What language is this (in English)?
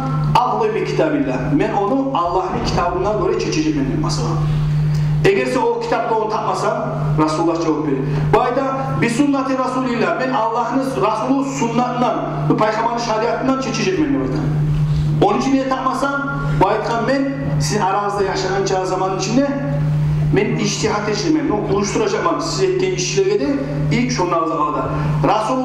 Kumyk